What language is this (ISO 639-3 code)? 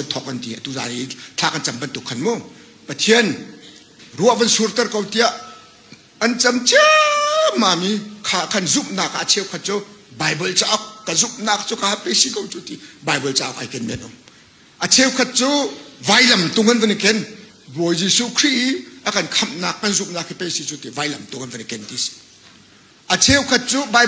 cnh